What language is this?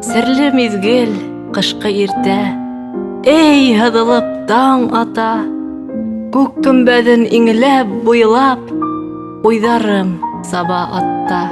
Bashkir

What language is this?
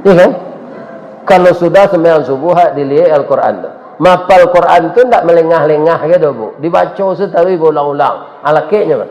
Minangkabau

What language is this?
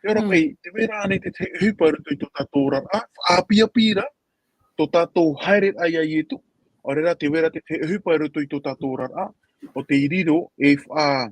Tahitian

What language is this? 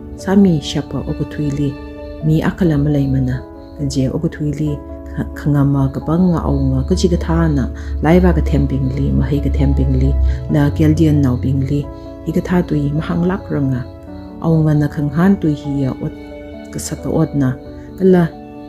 Tangkhul Naga (India)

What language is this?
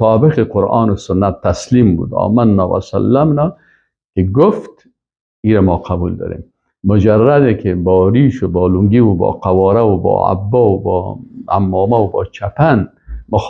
Persian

